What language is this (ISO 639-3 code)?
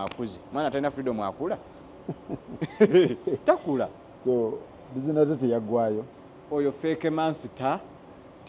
lug